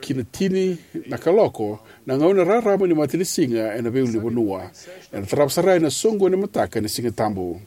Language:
Fijian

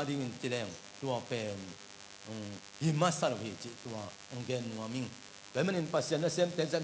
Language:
Tedim Chin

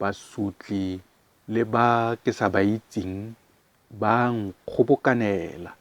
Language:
Tswana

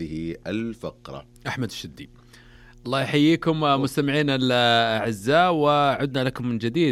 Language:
Najdi Arabic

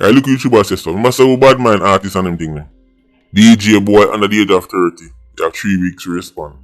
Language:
Jamaican Creole English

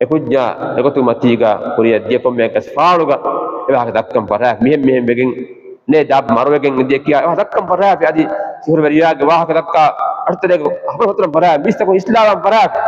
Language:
Divehi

